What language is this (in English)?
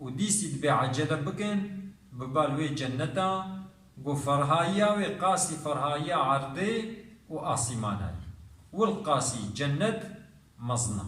Kurdish